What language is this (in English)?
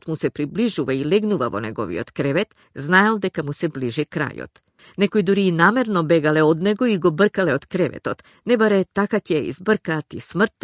Macedonian